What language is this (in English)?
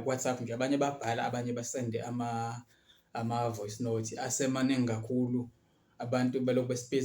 Zulu